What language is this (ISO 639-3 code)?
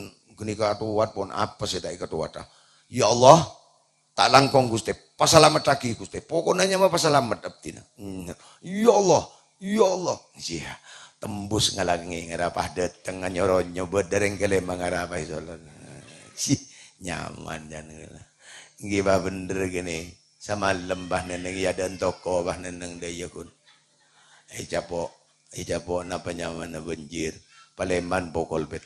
mad